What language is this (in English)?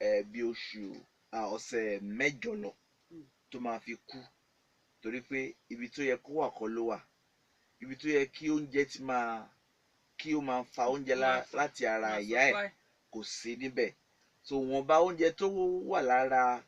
Yoruba